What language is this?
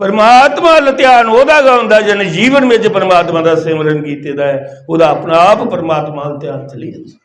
Dogri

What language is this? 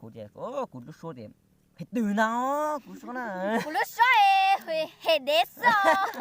Hmong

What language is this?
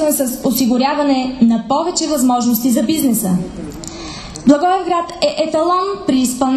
Bulgarian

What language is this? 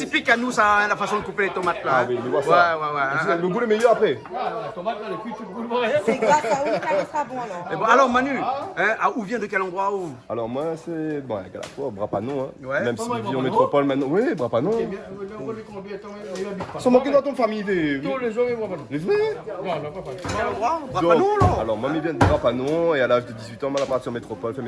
Réunion Creole French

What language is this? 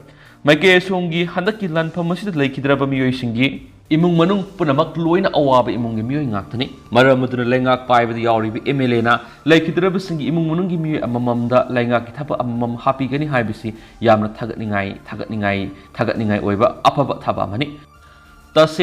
Manipuri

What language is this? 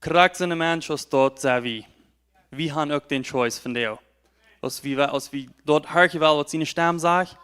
Plautdietsch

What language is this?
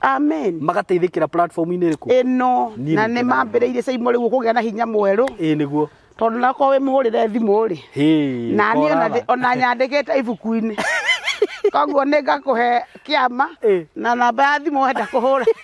Kikuyu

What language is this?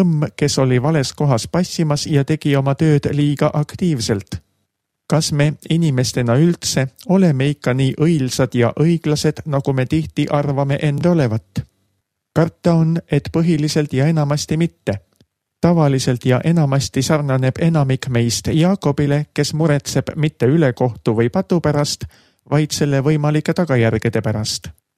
Estonian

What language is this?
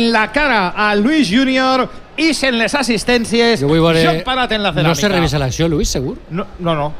Catalan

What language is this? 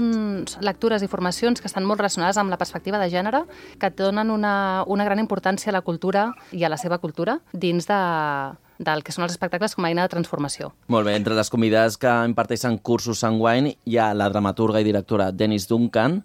Catalan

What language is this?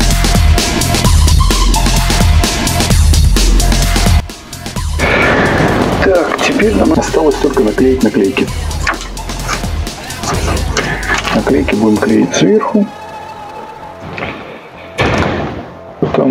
Russian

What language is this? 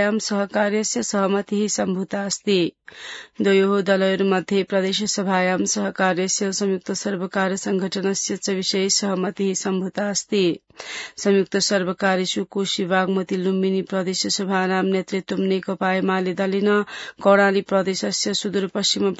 Sanskrit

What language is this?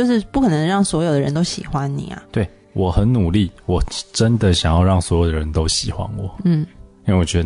Chinese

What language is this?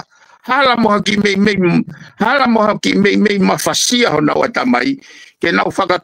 Tongan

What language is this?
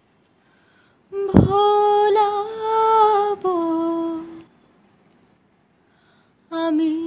Bangla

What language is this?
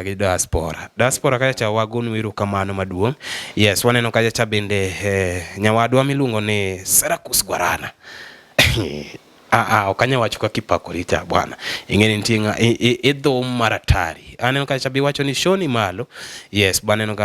Luo (Kenya and Tanzania)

